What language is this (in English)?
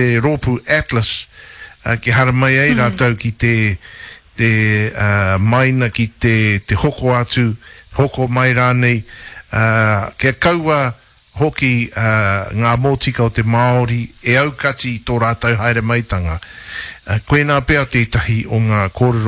Māori